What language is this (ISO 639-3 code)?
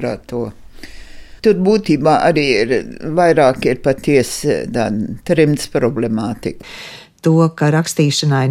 lav